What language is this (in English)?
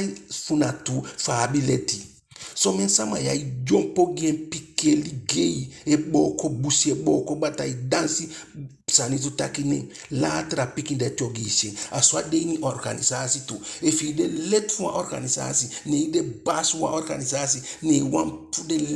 Eastern Maroon Creole